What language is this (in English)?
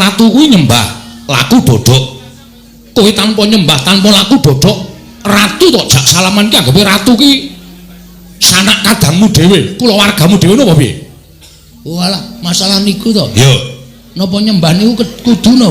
Javanese